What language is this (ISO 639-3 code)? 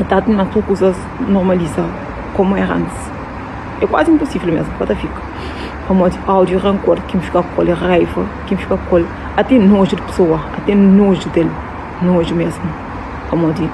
kea